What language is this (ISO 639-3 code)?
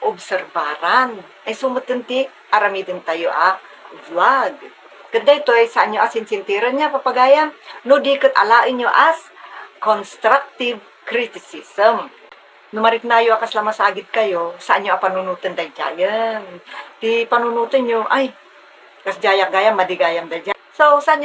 ilo